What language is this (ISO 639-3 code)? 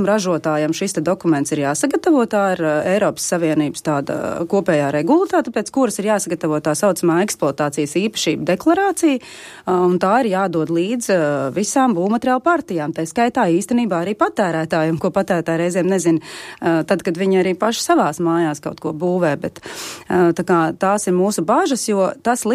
lav